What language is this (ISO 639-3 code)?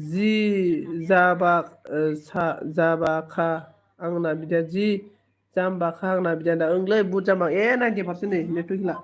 brx